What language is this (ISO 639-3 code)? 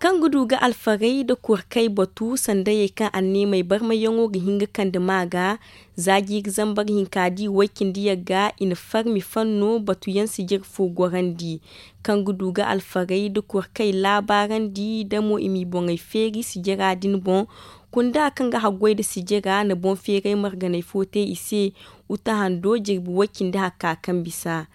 dje